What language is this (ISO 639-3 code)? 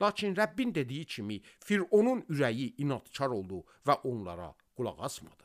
aze